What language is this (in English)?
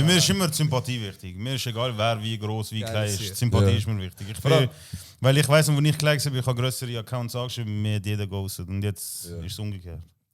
Swiss German